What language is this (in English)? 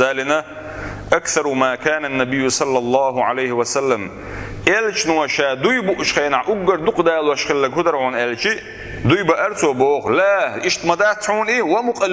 Chechen